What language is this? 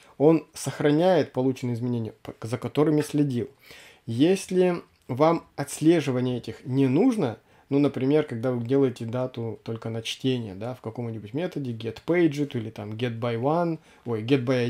Russian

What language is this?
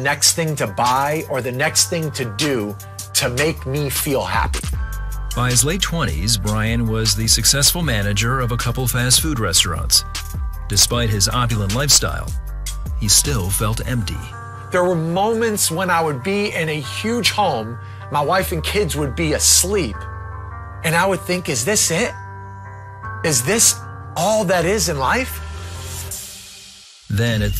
English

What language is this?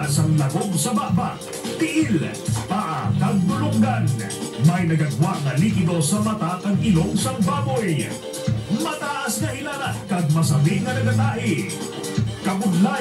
Hiligaynon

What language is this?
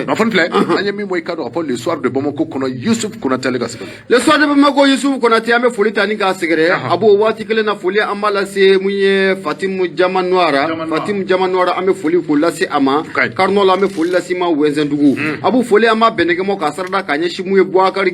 Bambara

